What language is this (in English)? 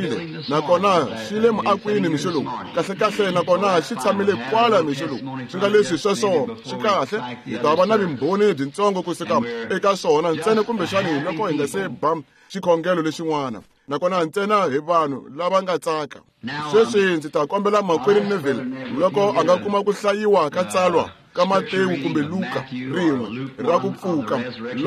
Tsonga